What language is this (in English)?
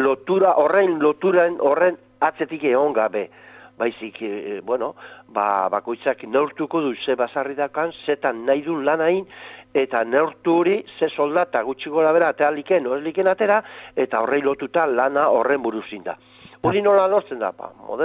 Basque